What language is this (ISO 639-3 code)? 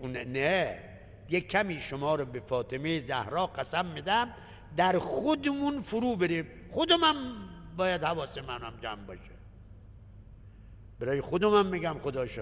fas